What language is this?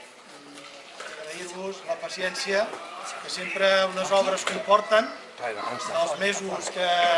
Catalan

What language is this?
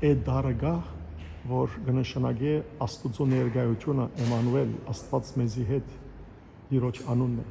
Western Armenian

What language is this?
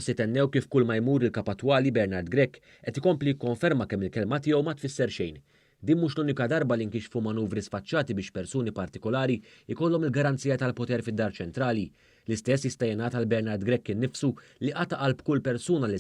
Maltese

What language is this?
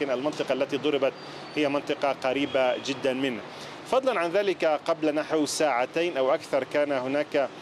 Arabic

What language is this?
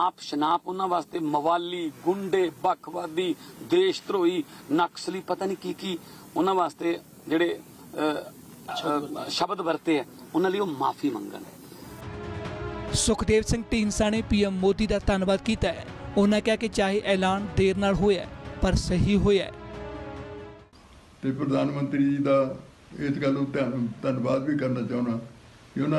Punjabi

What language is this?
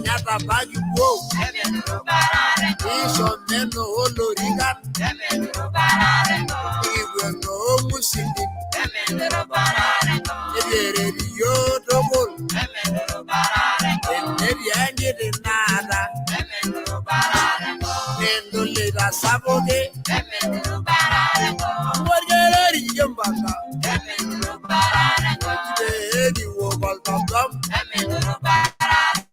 Masai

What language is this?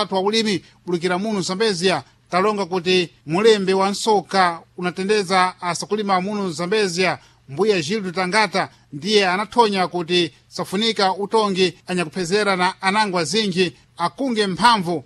Sena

